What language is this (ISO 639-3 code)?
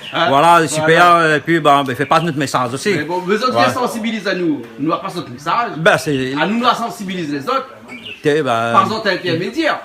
rcf